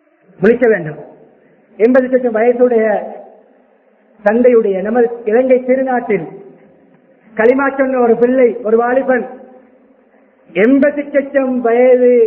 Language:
Tamil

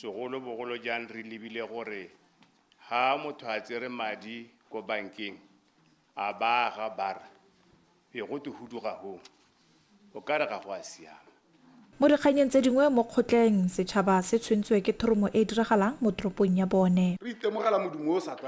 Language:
Tswana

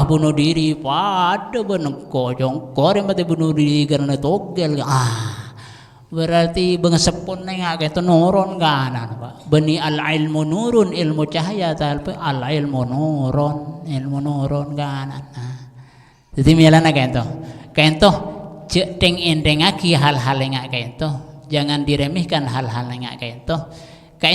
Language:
Madurese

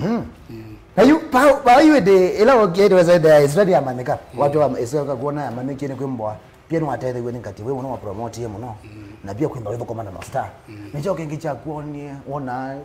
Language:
Kamba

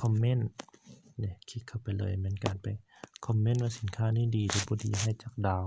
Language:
Lao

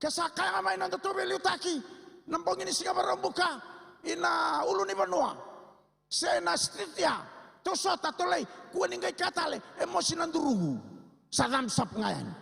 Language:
Fijian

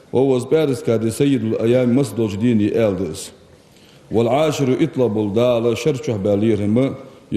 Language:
Ingush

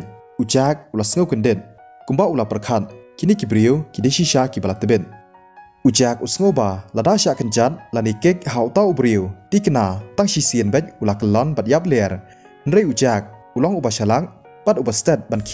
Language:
Khasi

